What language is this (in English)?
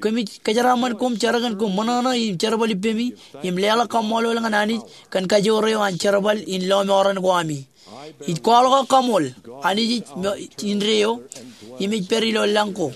Marshallese